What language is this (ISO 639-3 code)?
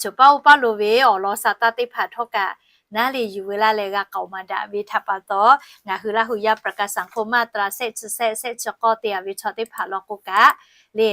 lhu